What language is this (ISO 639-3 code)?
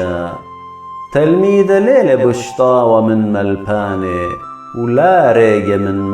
aii